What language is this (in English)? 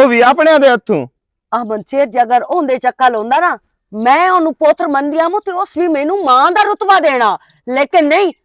Western Panjabi